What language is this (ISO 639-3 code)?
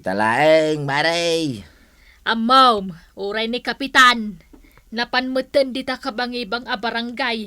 ilo